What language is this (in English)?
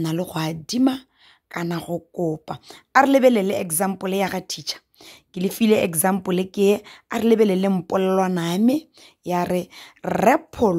Tswana